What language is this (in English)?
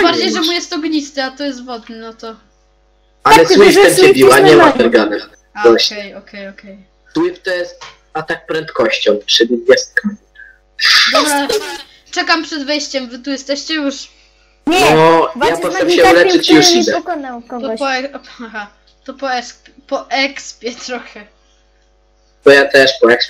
Polish